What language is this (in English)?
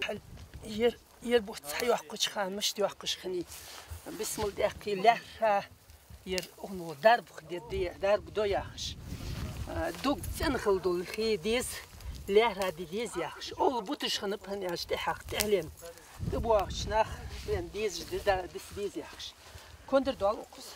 Ingush